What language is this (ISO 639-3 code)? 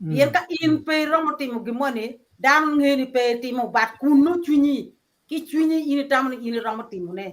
ach